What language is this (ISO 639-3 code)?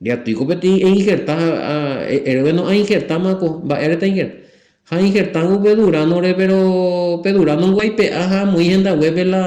grn